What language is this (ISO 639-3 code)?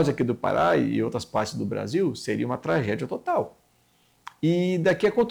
por